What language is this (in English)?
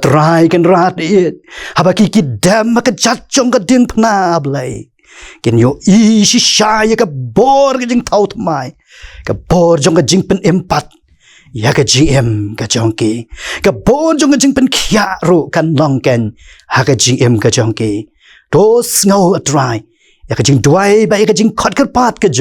Khasi